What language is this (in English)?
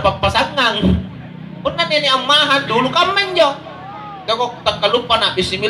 Makasar